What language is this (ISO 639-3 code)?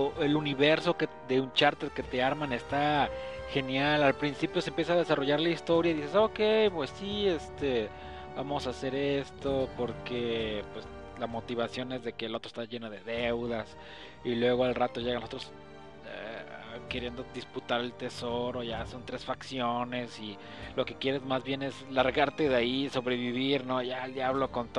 spa